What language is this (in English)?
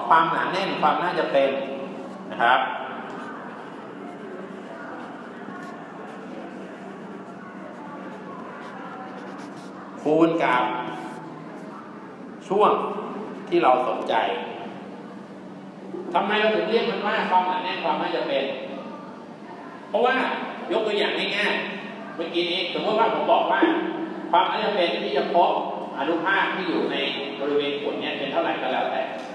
Thai